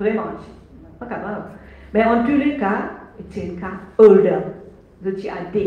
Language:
Morisyen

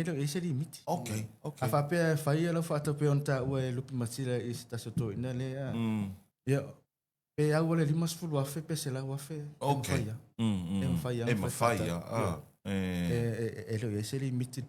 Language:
Samoan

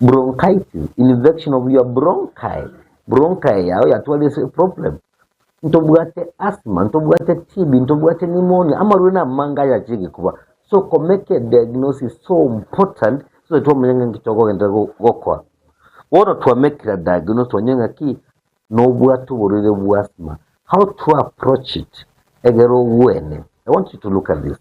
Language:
Gusii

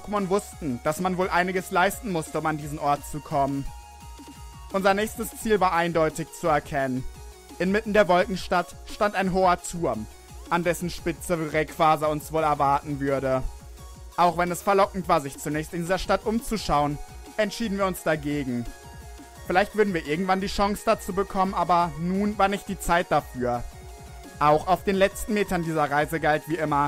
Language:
German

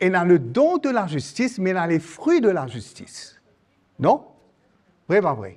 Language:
Morisyen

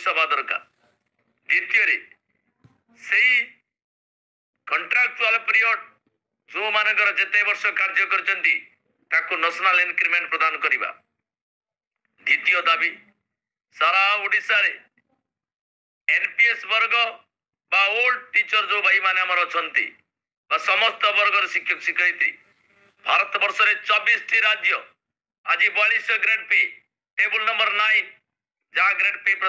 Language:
Odia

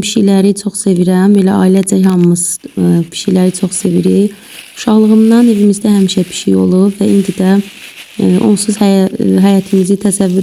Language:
Azerbaijani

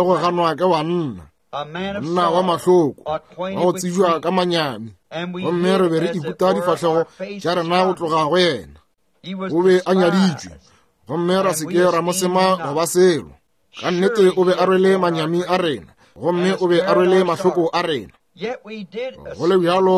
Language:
Northern Sotho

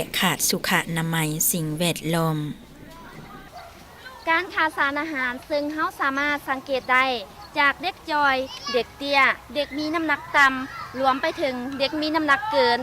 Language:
Lao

